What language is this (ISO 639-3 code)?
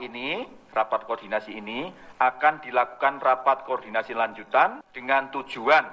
ind